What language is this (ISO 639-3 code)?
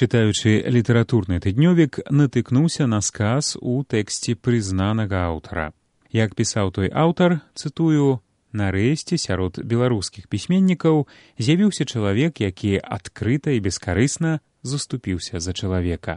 bel